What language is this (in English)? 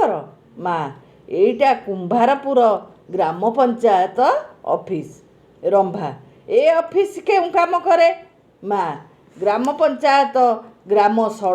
Odia